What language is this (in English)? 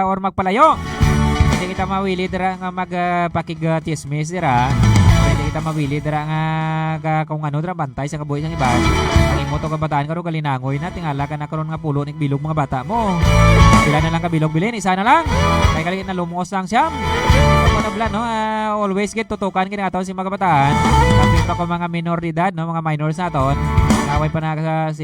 Hiligaynon